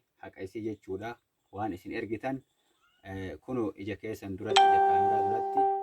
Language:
Oromo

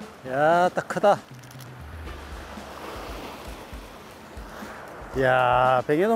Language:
Korean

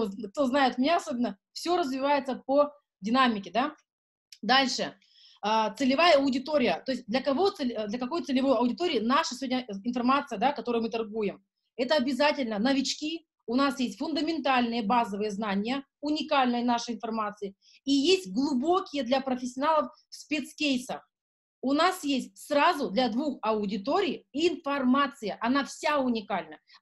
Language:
Russian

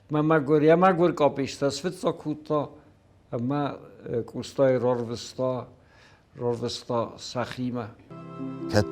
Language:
Ossetic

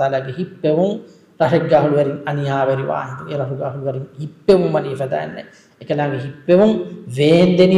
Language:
Divehi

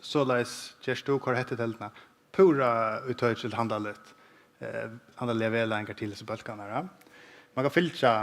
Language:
Faroese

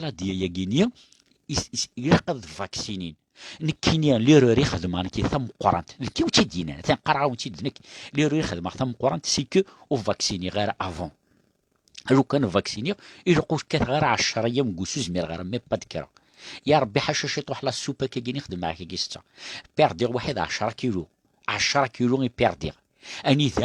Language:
Kabyle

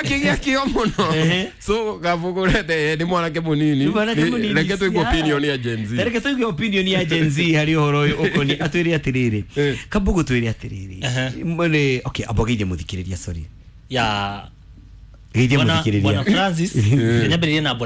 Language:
Kikuyu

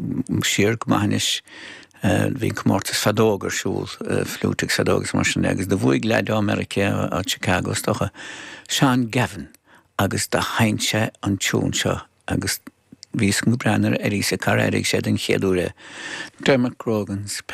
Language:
Irish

